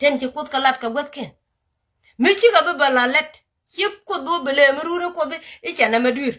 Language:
Nuer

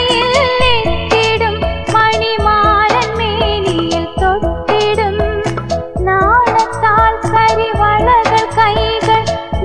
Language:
Malayalam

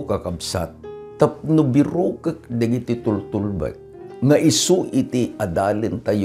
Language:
Iloko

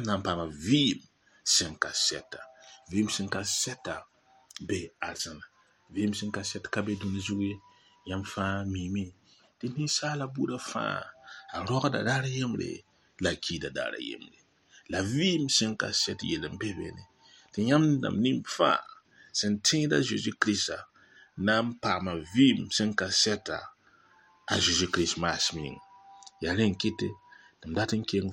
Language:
Mossi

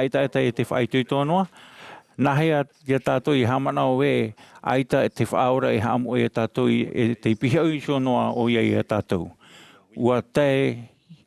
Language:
Tahitian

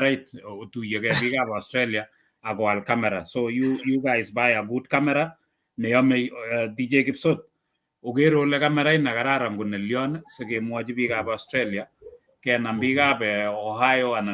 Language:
Kalenjin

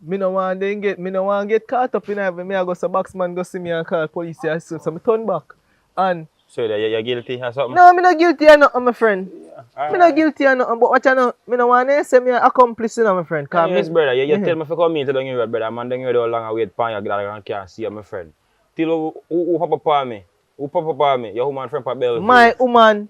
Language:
Jamaican Creole English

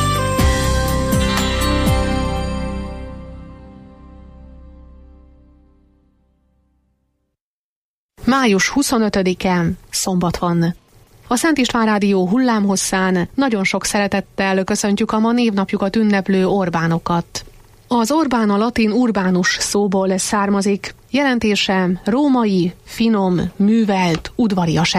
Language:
Hungarian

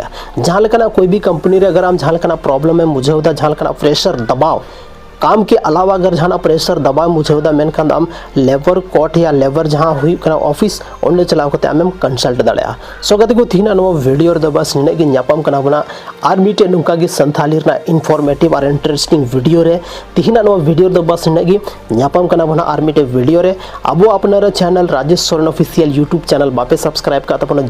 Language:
Santali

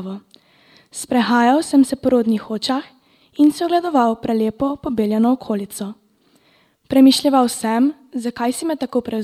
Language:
Slovenian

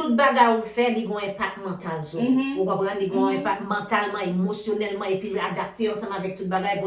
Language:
Haitian Creole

